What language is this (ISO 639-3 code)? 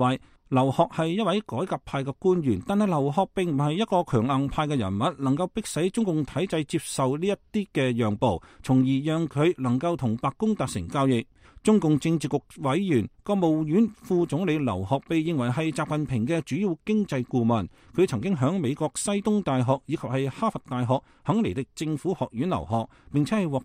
yue